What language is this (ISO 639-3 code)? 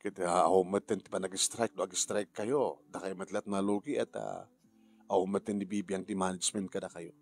ilo